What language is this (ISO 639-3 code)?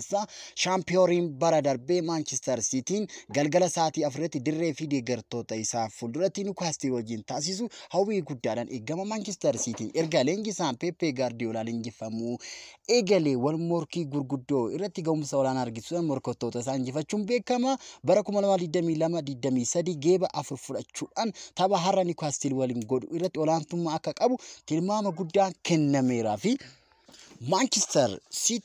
orm